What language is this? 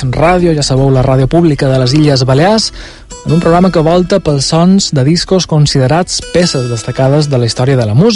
Catalan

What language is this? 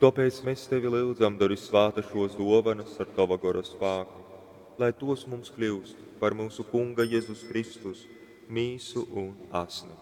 Latgalian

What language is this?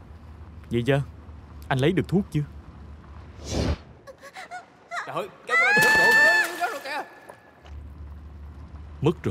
Vietnamese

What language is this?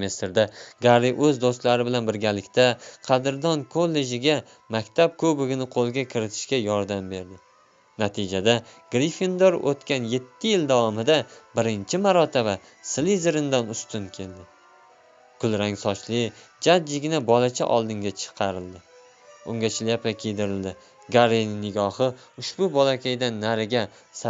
Uzbek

